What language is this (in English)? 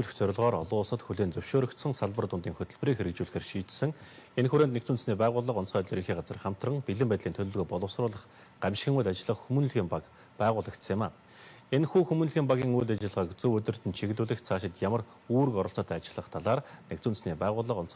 Mongolian